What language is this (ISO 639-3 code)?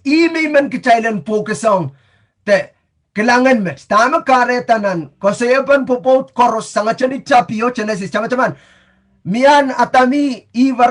pon